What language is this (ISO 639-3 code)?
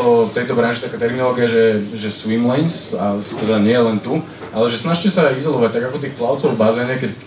slk